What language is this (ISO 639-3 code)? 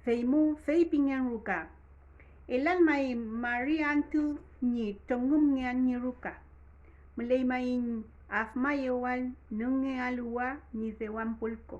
arn